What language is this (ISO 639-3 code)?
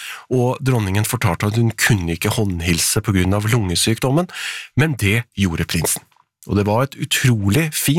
nor